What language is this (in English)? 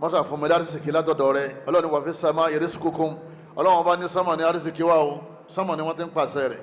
Yoruba